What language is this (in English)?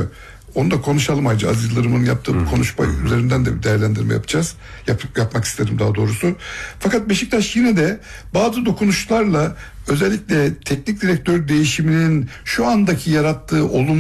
Turkish